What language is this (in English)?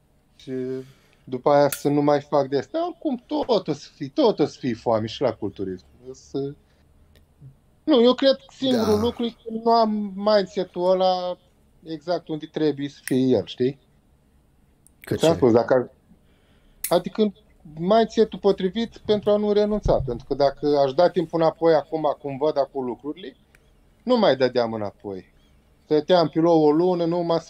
Romanian